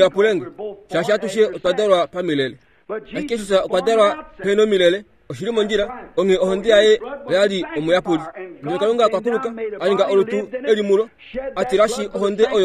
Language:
Kuanyama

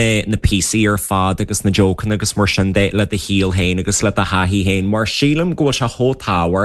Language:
Irish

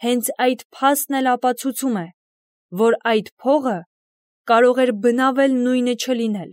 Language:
Armenian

